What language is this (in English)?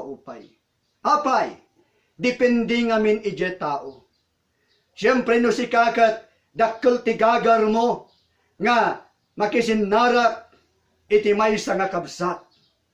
Iloko